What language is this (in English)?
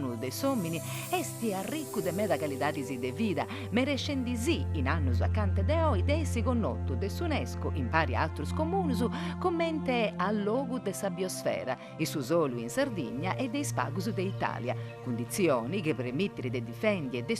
Sardinian